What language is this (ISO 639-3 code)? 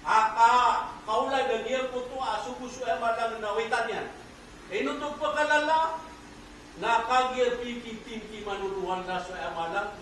mrw